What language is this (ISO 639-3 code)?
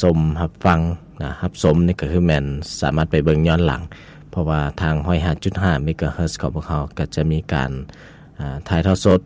lao